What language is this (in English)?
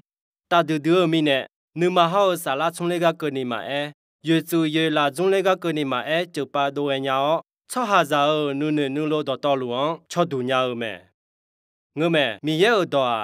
Akha